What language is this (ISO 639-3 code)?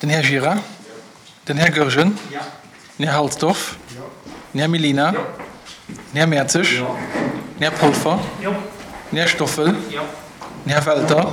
ltz